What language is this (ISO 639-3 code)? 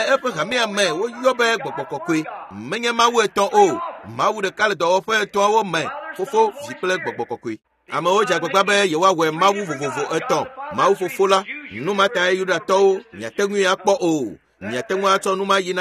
ewe